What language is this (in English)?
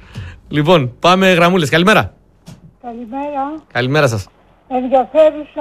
Greek